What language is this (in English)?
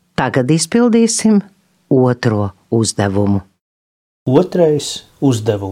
Latvian